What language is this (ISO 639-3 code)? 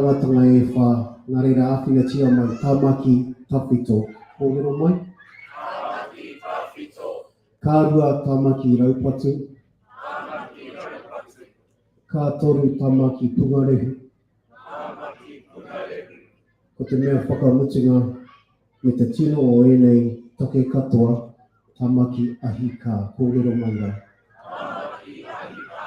mri